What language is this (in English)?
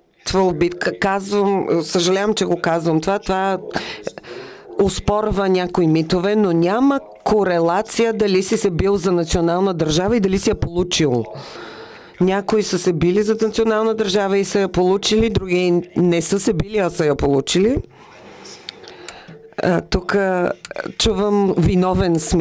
Bulgarian